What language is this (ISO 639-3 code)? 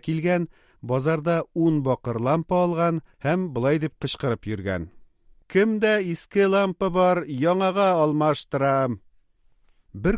tat